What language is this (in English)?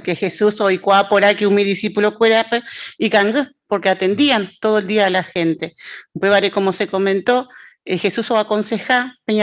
Guarani